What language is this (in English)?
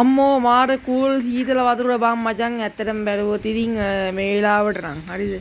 Sinhala